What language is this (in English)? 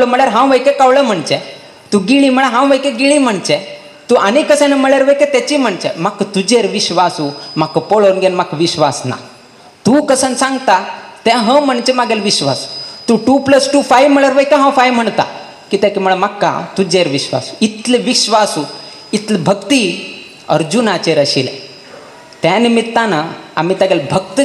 Konkani